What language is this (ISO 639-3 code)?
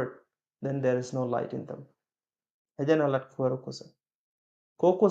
nus